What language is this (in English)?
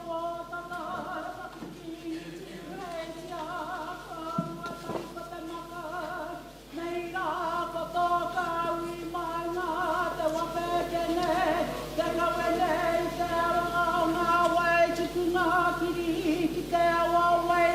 Māori